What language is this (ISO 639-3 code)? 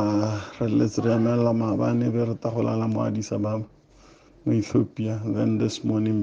tsn